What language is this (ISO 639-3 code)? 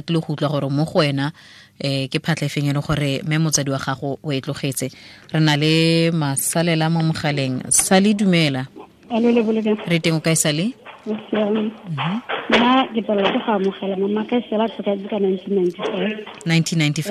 tsn